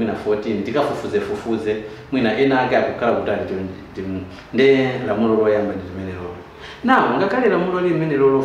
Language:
Nyanja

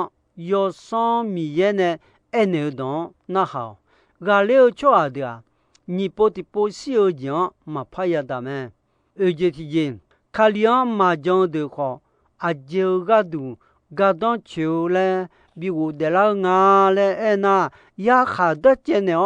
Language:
Akha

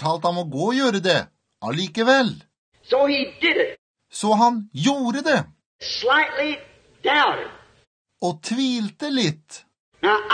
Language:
Norwegian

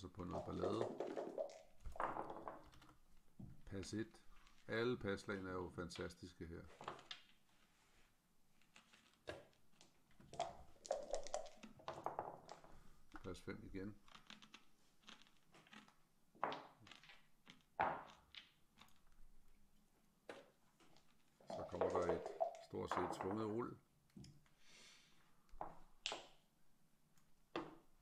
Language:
Danish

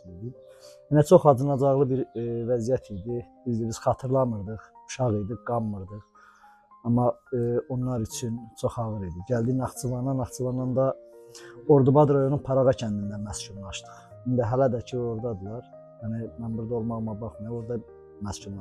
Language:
Azerbaijani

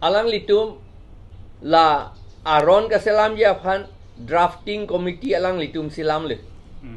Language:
Karbi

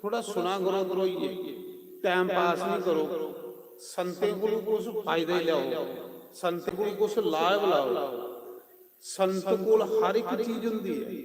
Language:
Dogri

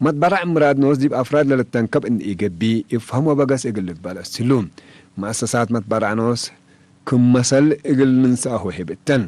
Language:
Tigre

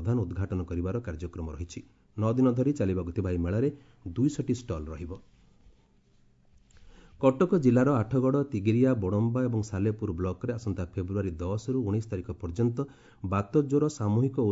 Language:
Odia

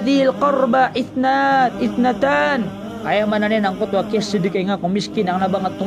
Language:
Maranao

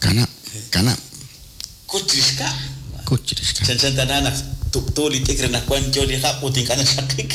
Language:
Kekchí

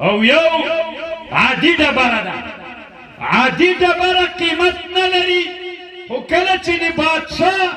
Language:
Pashto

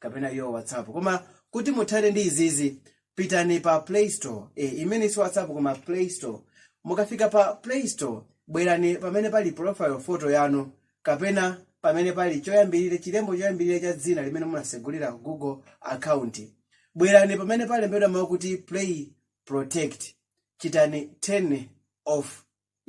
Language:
Nyanja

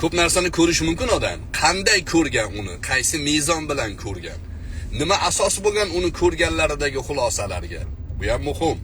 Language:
Uzbek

